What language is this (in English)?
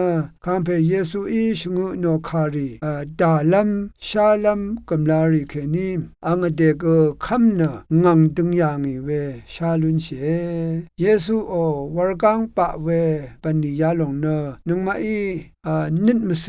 Rawang